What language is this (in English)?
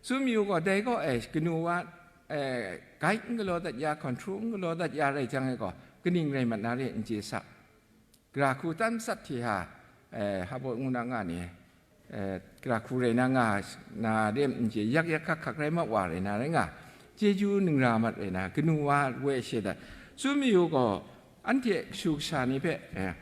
Kachin